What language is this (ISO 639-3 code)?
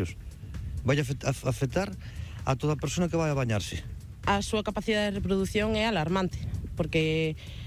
glg